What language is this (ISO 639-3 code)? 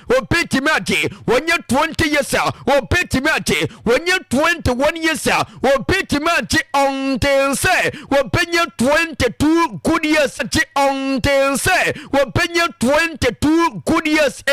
aka